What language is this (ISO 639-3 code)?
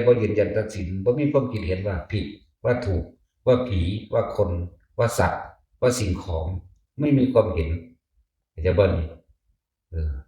tts